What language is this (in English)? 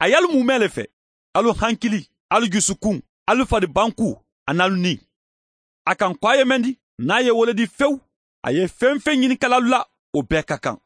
Mandingo